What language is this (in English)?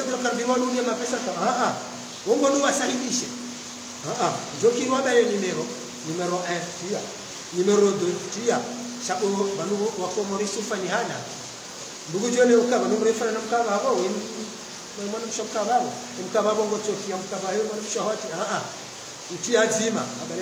Swahili